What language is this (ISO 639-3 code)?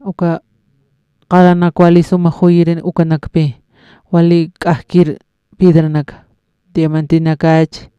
aym